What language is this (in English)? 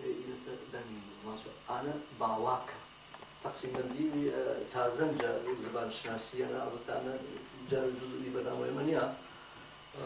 Gurani